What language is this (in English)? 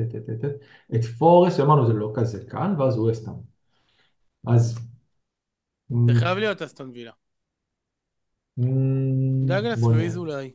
Hebrew